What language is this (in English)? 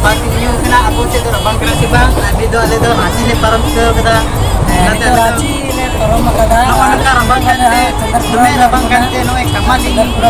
Santali